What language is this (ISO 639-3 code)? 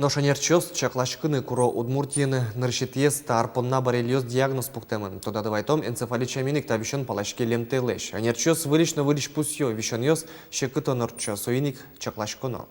udm